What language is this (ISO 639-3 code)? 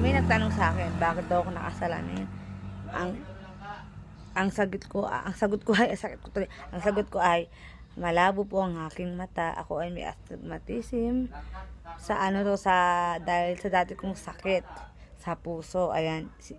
fil